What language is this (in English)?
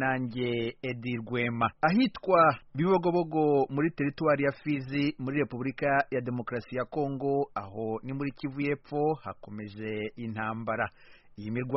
Kinyarwanda